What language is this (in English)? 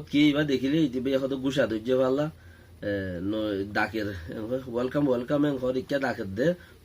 Rohingya